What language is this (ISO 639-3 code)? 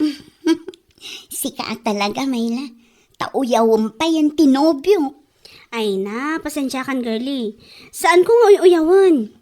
ilo